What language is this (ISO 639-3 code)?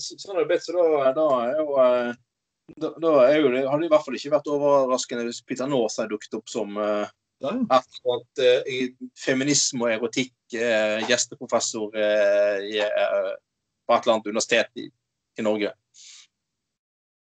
nor